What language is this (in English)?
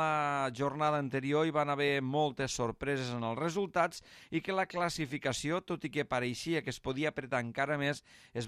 Catalan